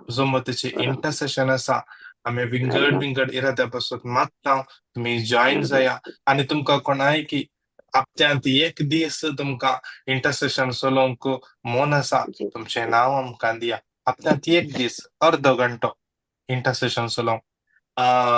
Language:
Konkani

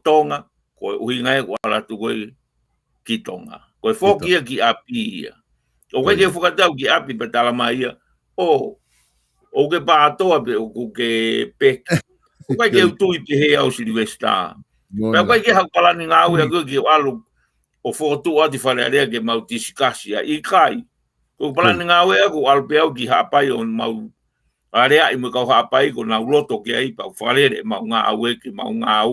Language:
Tongan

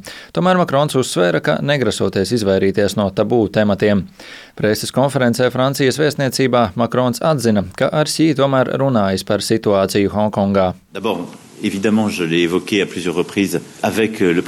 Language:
Latvian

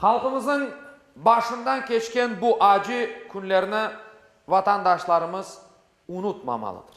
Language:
Crimean Tatar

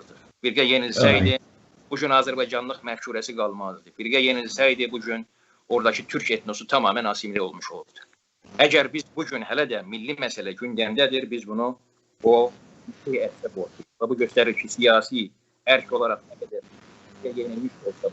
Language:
South Azerbaijani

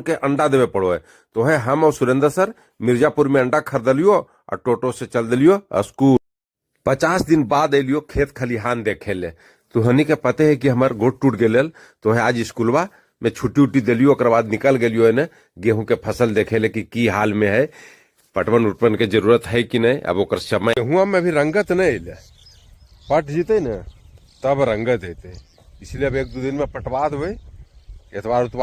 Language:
Magahi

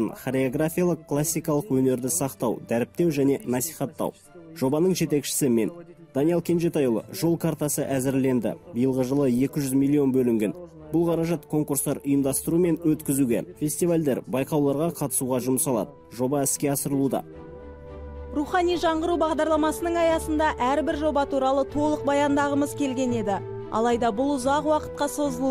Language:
Kazakh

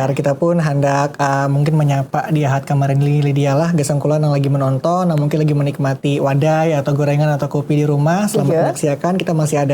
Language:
Banjar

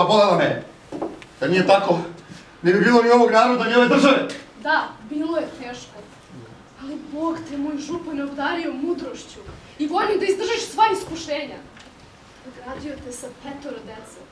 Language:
Serbian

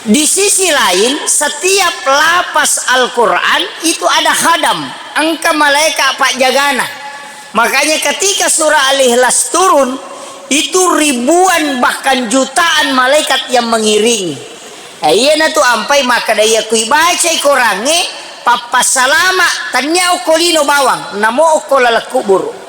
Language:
Buginese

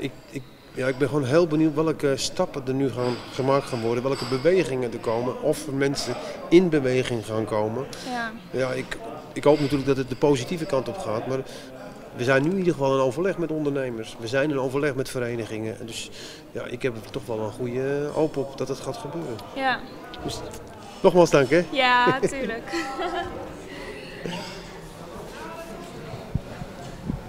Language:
Dutch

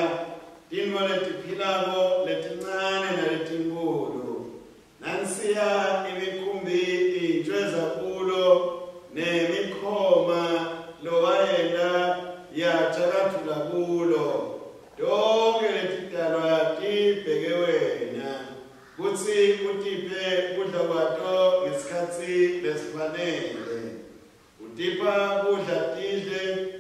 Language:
Swati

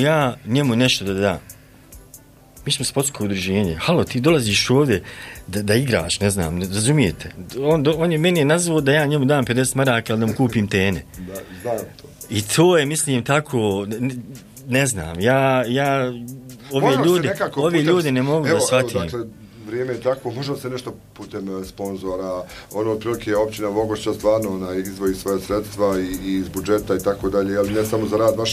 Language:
Bosnian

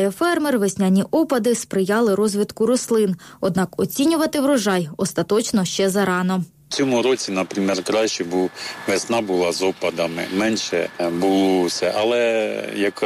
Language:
Ukrainian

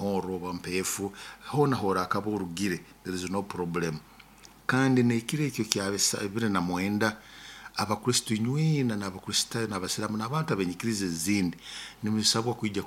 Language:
Nyoro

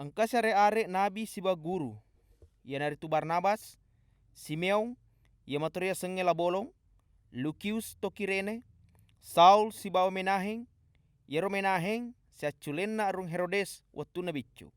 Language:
Buginese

